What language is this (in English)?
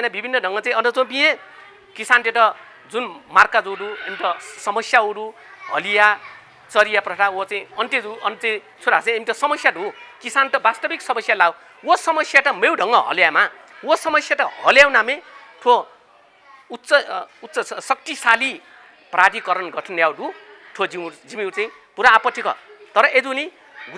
Newari